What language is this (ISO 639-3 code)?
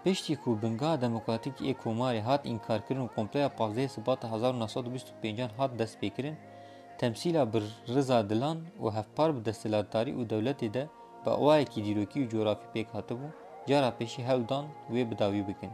kur